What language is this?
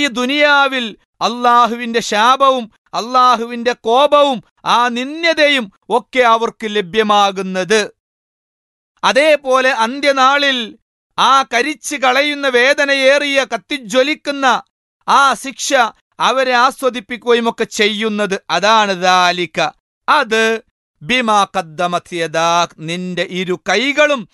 Malayalam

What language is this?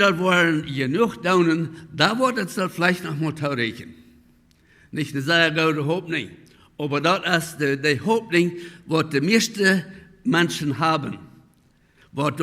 Plautdietsch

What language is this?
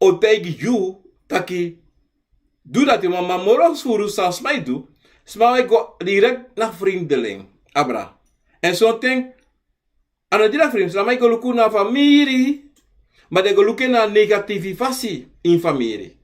Sranan Tongo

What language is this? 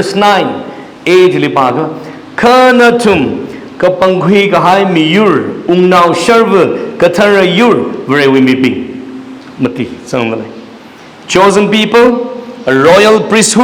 Tangkhul Naga (India)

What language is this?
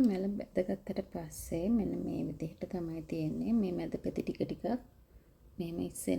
Sinhala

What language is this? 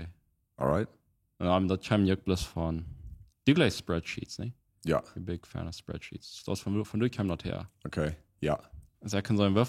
Plautdietsch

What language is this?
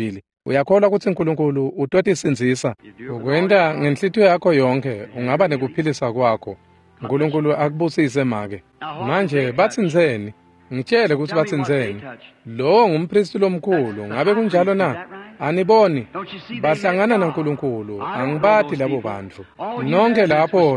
Swati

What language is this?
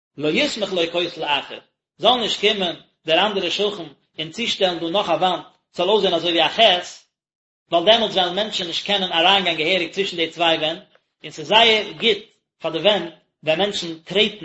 Yiddish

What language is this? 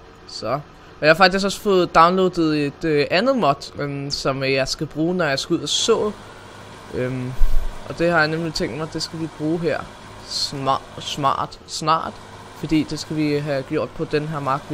Danish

